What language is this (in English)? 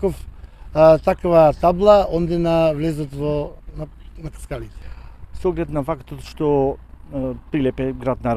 Macedonian